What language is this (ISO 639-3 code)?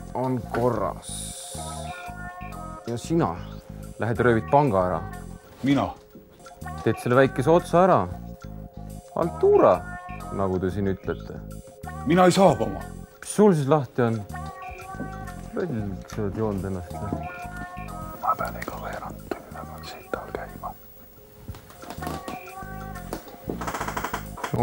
est